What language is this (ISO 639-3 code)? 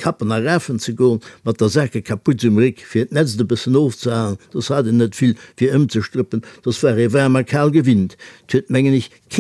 ltz